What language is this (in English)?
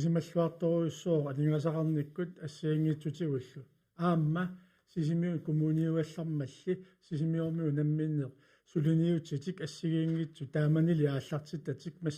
Kalaallisut